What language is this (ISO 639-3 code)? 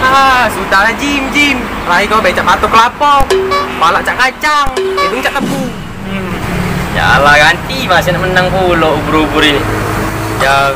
mui